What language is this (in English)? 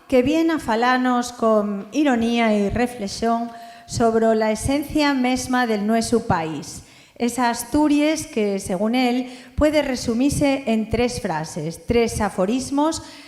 Asturian